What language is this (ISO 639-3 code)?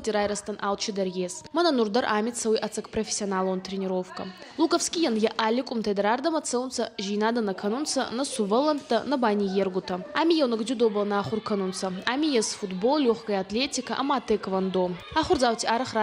oss